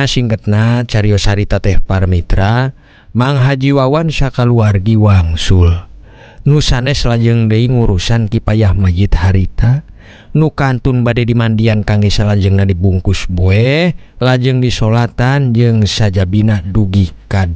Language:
Sundanese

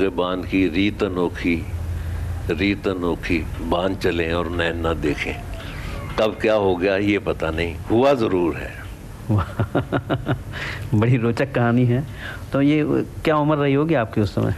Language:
Hindi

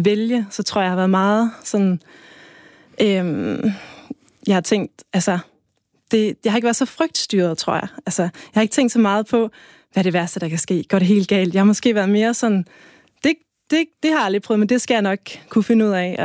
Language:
Danish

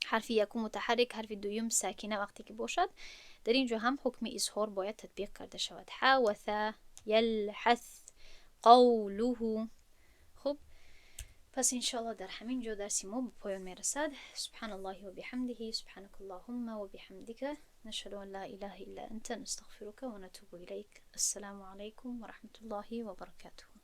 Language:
Tajik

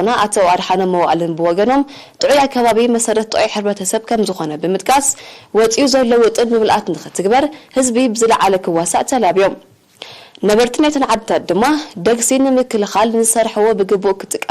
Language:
Tigrinya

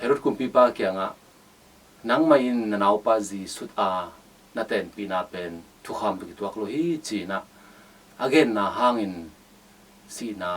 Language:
Tedim Chin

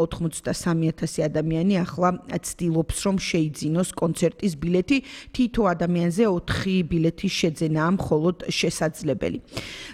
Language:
Georgian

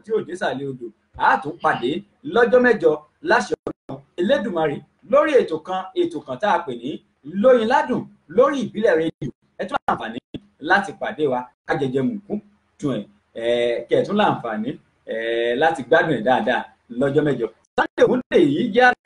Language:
Yoruba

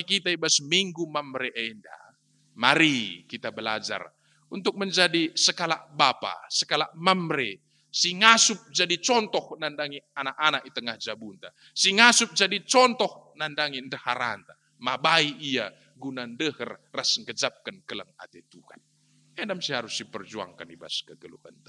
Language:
Batak Karo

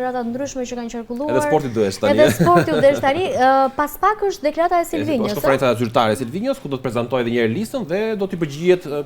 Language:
Albanian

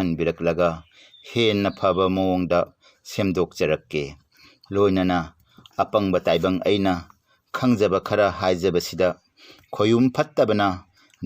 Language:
Manipuri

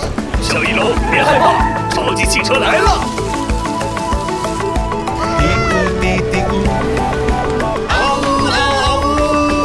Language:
Chinese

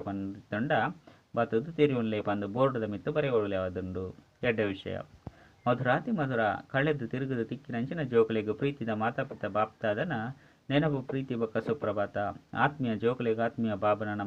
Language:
Tulu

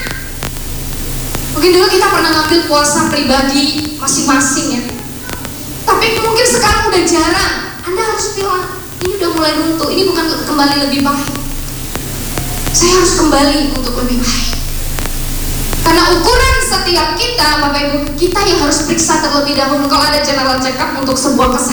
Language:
Indonesian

